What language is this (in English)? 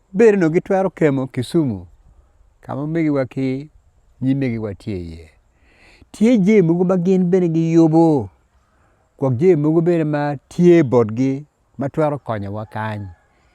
Acoli